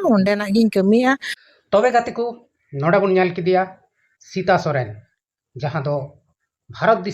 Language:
Santali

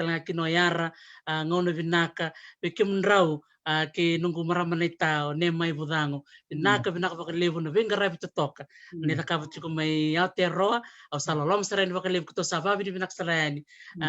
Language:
Fijian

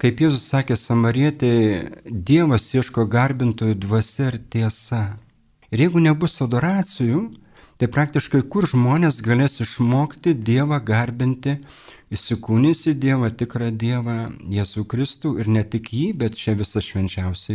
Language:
Lithuanian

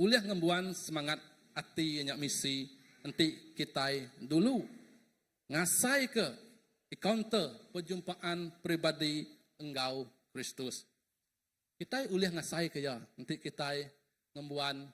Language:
Iban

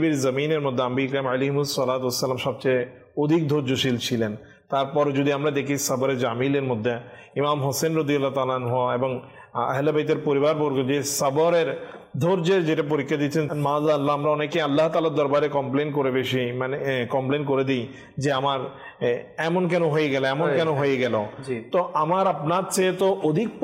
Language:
Bangla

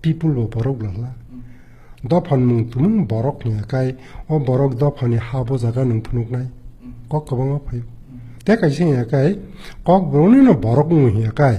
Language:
Kok Borok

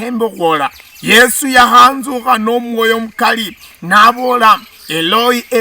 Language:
Luyia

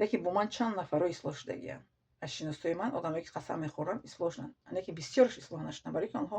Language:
Tajik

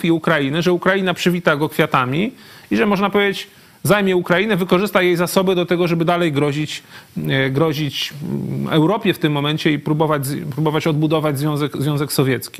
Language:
Polish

